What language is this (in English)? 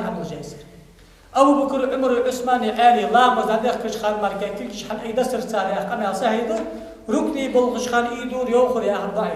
Ingush